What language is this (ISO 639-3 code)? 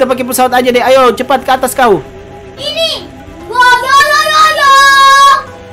ind